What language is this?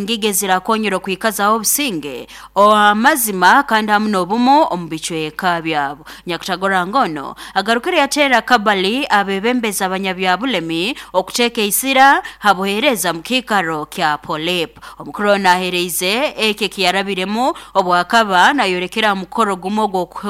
Nyoro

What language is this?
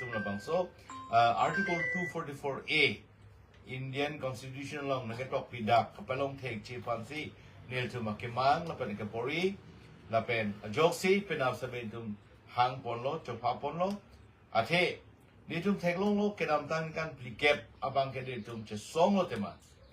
Karbi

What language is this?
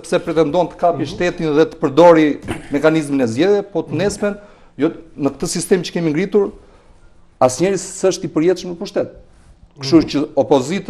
Albanian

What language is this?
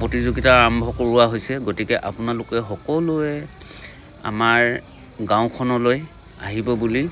Assamese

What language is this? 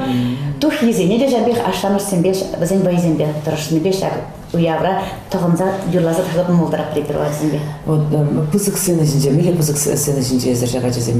Chuvash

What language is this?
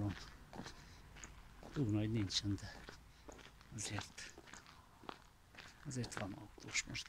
Hungarian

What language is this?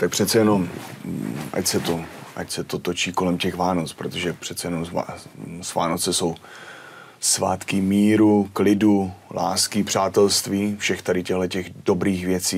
Czech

